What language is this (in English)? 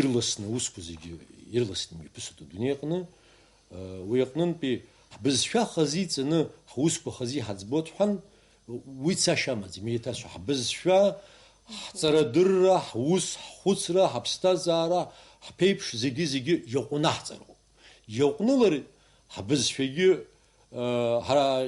Abkhazian